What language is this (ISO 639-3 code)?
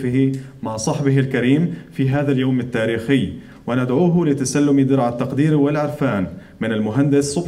ara